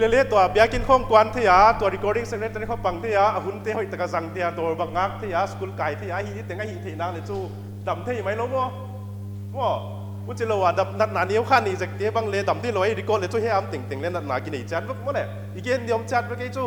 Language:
Paite Chin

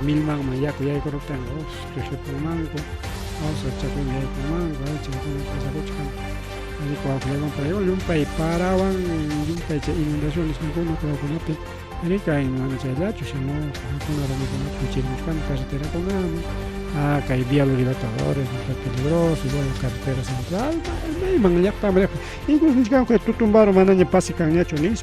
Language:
Ayacucho Quechua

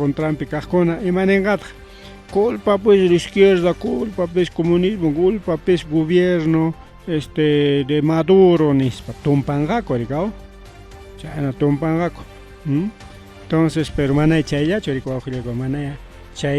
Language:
Ayacucho Quechua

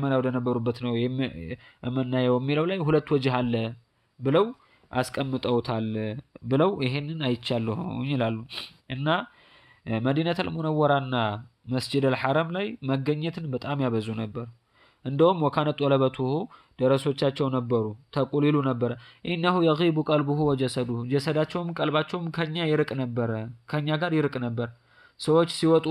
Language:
Amharic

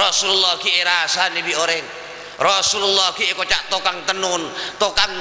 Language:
Madurese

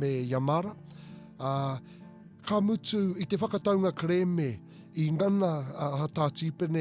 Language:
Māori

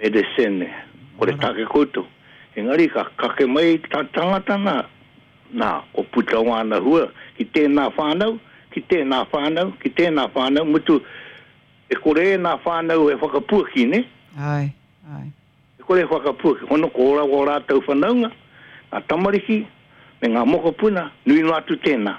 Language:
Māori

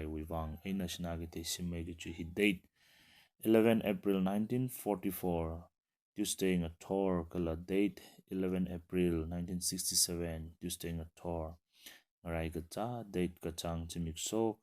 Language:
Tangkhul Naga (India)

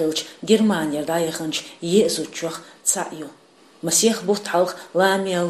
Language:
Chechen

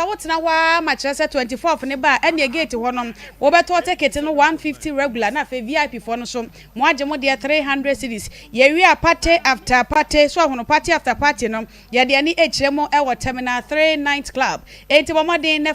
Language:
Akan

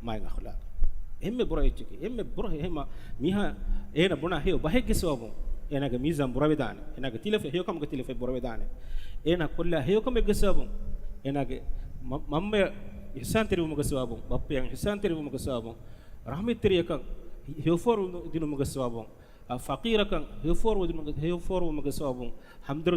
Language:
Divehi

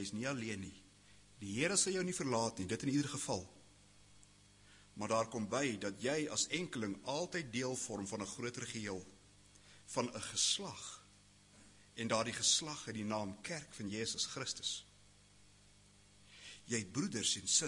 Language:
Afrikaans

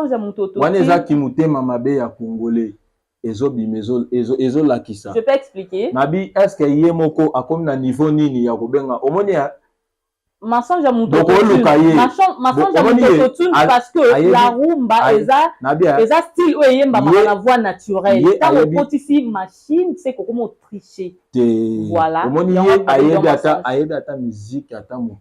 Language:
Lingala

